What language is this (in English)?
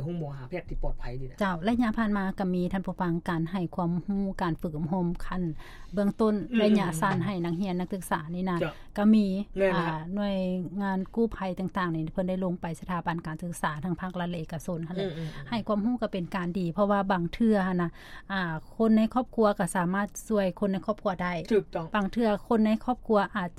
Lao